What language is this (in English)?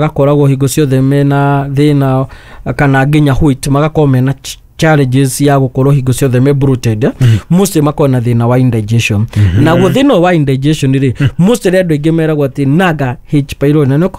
Kikuyu